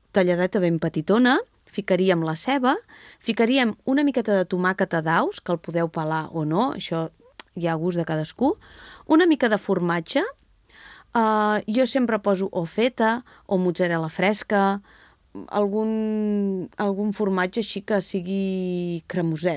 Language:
Catalan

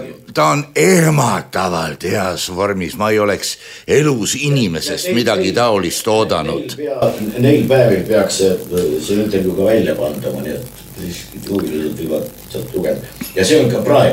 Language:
Estonian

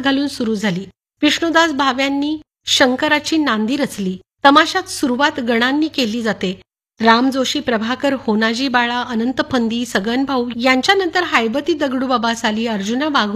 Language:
Marathi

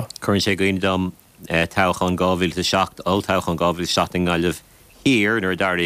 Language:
Irish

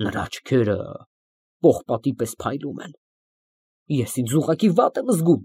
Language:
Armenian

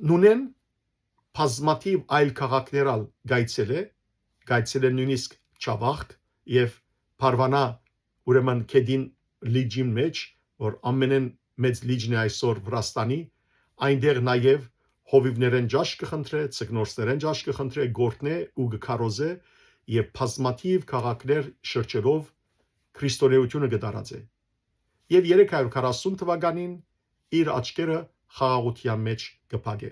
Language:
Western Armenian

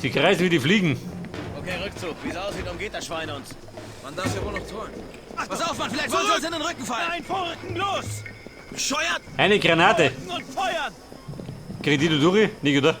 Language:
Bavarian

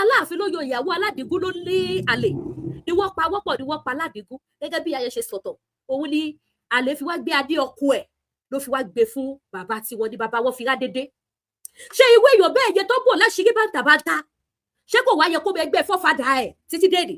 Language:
Yoruba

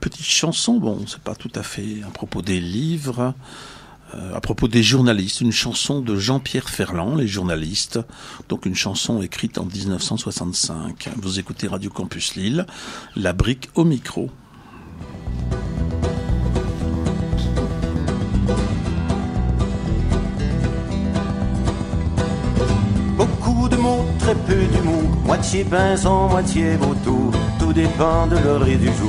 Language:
French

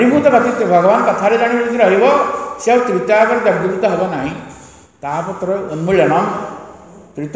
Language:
Odia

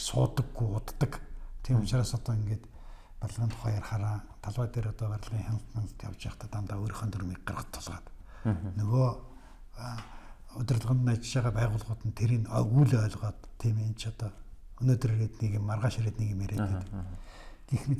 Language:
Mongolian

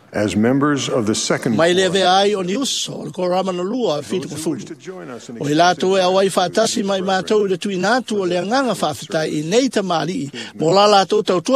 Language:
Samoan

